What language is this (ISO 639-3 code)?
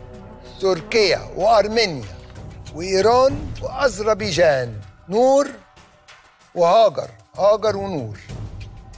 arz